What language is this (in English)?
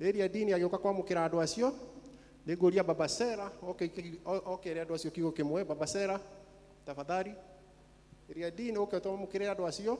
Kikuyu